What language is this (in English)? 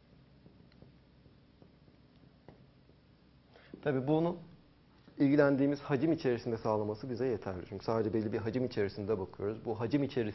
Turkish